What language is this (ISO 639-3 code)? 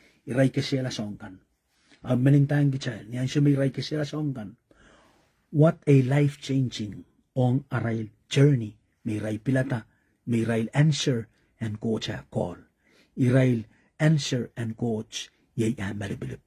pon